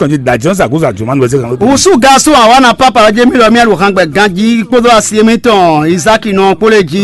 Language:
Fon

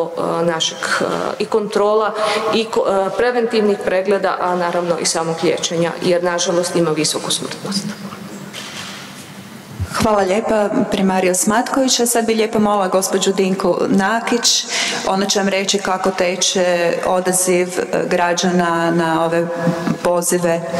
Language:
Croatian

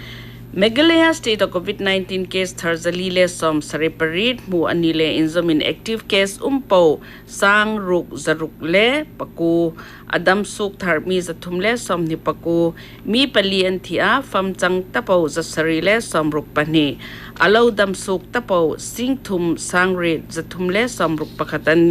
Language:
Hmar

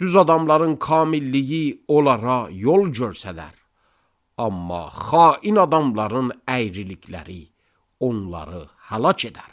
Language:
Azerbaijani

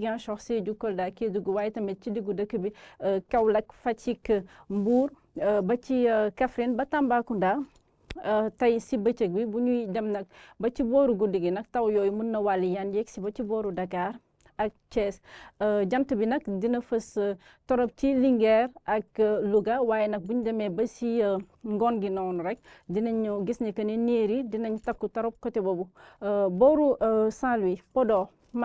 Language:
Wolof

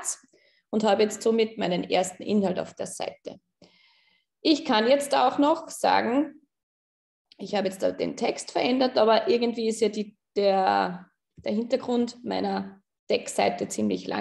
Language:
German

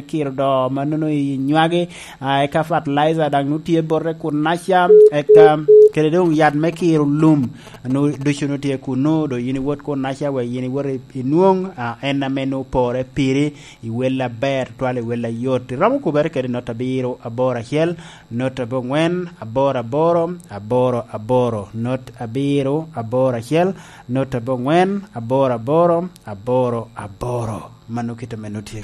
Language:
Lango (Uganda)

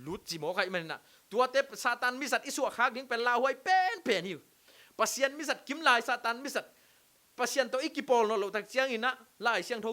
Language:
Tedim Chin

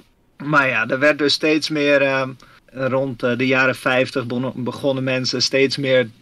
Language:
Dutch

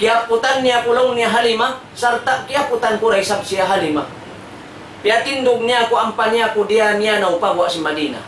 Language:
Tausug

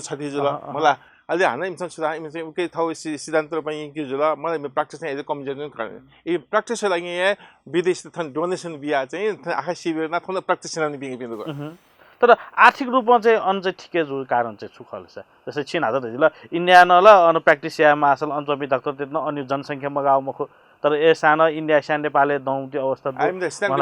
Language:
Newari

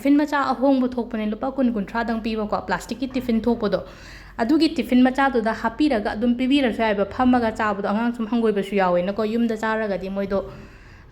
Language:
Manipuri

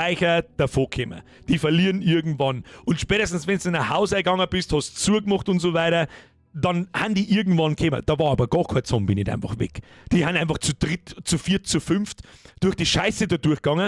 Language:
Bavarian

